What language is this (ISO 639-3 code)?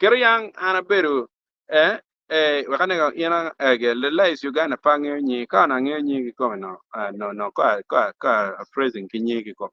ach